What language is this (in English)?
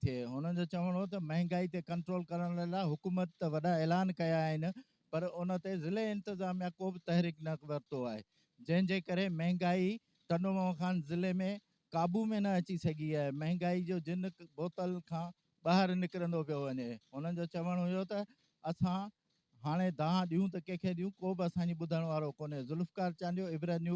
Sindhi